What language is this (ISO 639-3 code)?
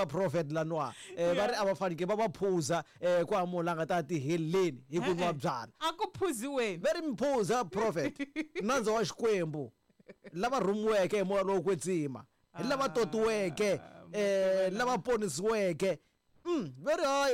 tso